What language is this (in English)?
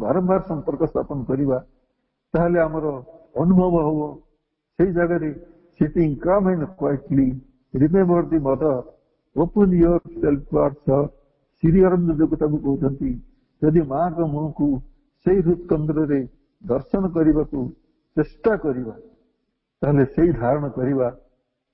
Odia